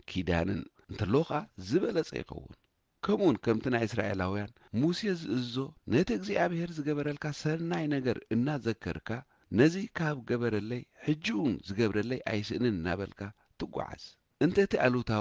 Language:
Tigrinya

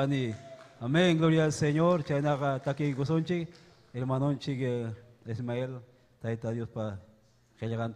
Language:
Ayacucho Quechua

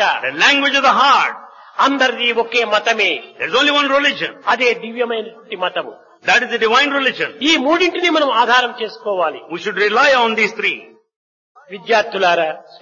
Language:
Telugu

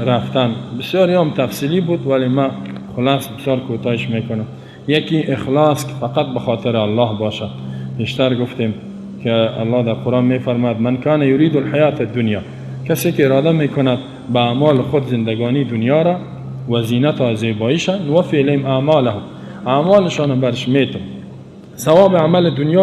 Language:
Persian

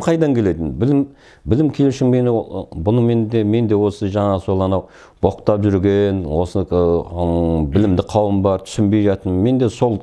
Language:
Kazakh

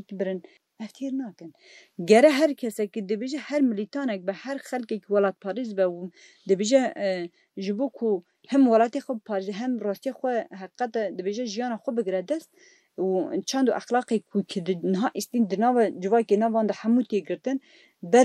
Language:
Kurdish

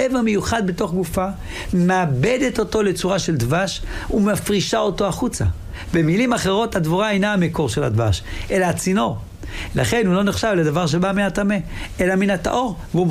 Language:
Hebrew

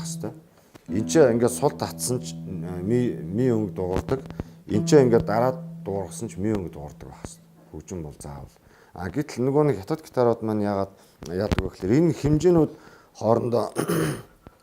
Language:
Mongolian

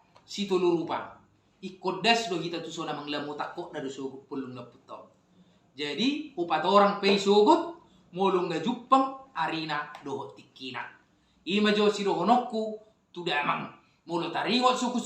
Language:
Batak Toba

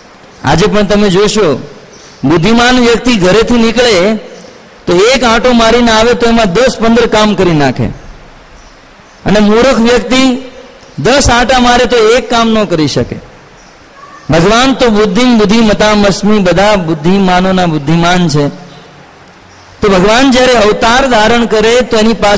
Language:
Gujarati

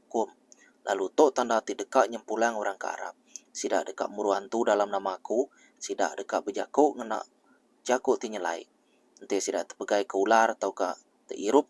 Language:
Iban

